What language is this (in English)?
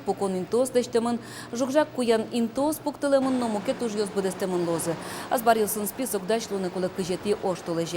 Udmurt